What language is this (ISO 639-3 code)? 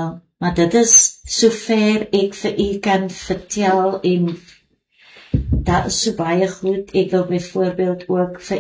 afr